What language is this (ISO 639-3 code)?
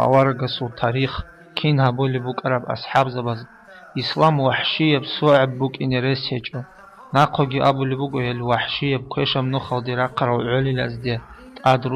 ava